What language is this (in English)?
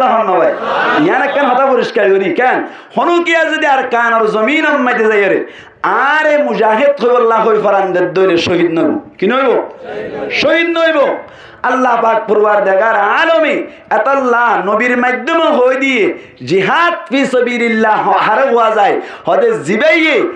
Rohingya